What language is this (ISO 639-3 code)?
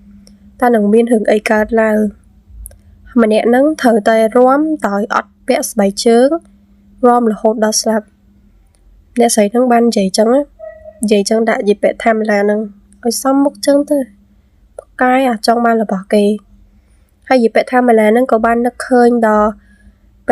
khm